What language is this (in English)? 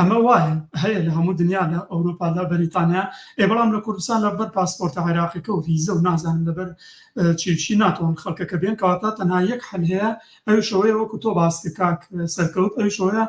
Central Kurdish